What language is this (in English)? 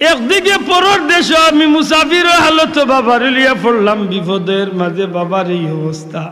Sylheti